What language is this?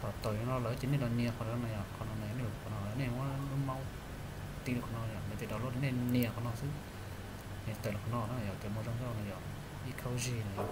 Hmong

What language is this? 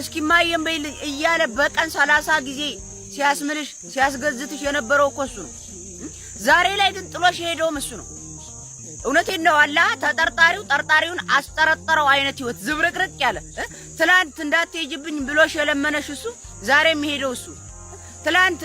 Amharic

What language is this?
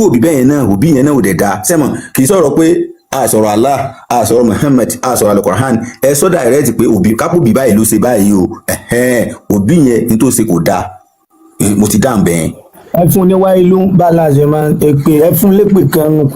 Yoruba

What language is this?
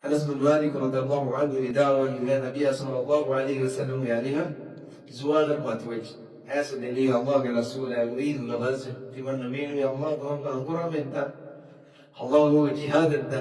Divehi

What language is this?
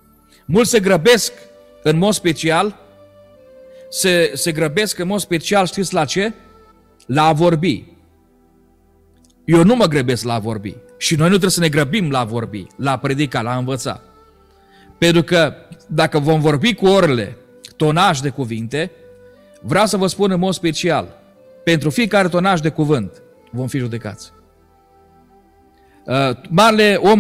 Romanian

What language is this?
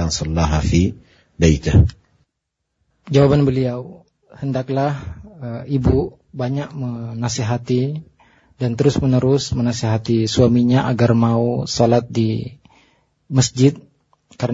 Indonesian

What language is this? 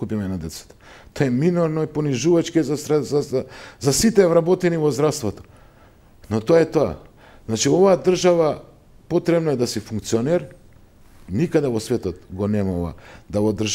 Macedonian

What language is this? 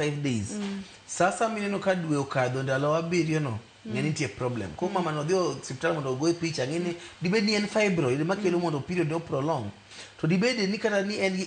Luo (Kenya and Tanzania)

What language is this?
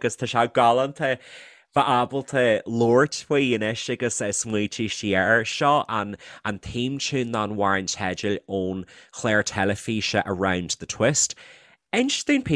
Irish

